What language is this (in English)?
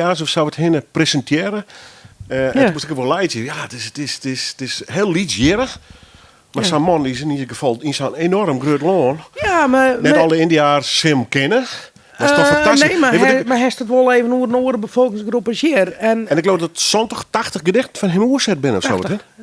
Western Frisian